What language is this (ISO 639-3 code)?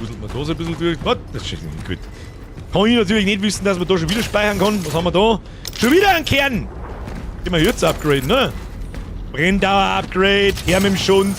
bar